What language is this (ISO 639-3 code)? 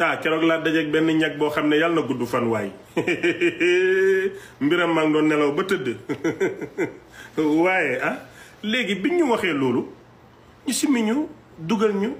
wol